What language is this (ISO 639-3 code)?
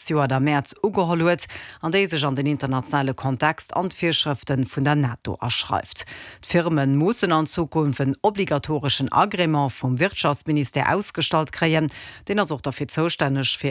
ltz